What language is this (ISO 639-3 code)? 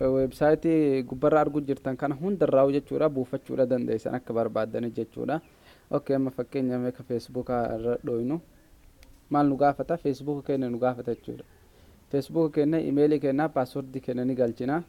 orm